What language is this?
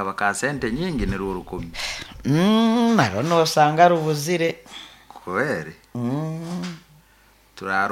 Nyoro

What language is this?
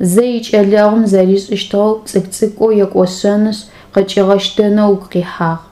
Adyghe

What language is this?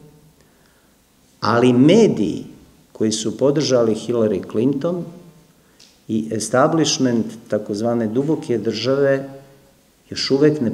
Serbian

